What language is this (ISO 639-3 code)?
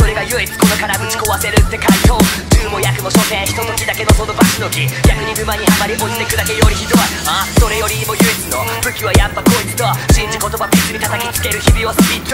jpn